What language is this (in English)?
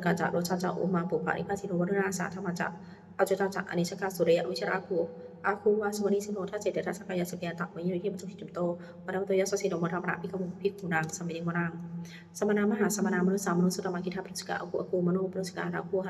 Pali